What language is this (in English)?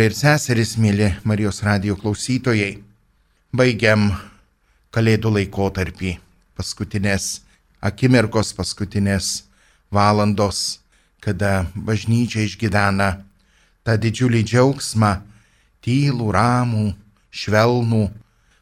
Lithuanian